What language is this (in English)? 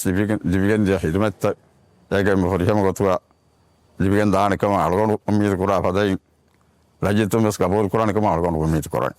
Divehi